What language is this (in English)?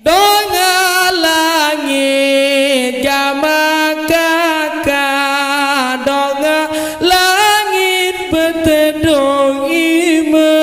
Sasak